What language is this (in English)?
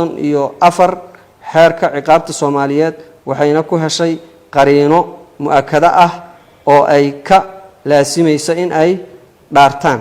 Somali